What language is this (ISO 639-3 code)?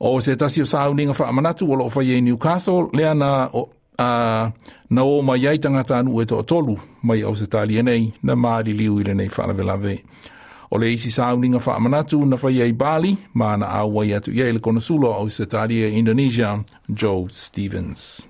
smo